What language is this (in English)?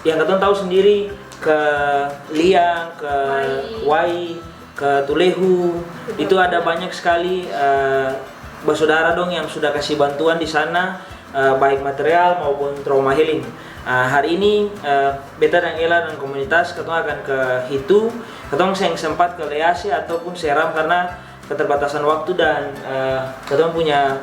Ambonese Malay